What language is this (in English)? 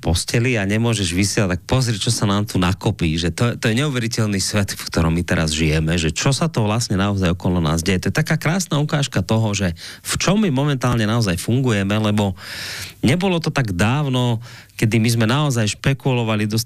Slovak